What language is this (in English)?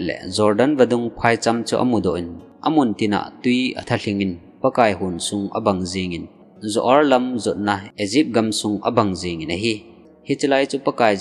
Thado Chin